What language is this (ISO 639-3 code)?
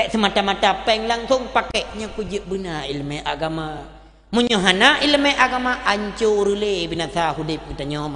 ace